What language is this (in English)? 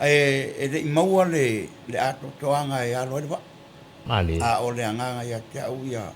Samoan